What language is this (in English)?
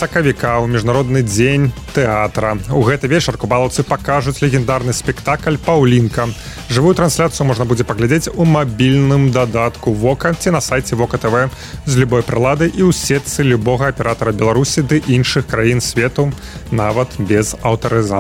Belarusian